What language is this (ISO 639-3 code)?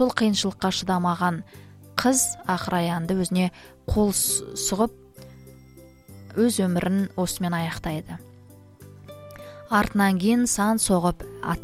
kaz